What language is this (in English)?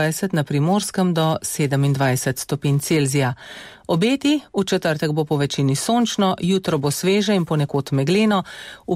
Slovenian